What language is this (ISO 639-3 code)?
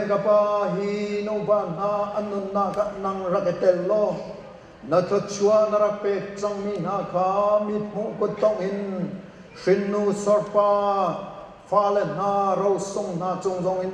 cnh